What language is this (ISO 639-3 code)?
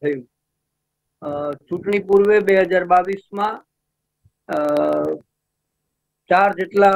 guj